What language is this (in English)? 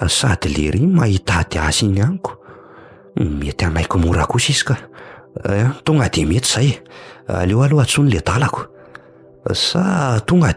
Malagasy